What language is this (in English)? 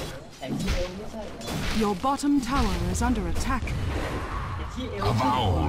Thai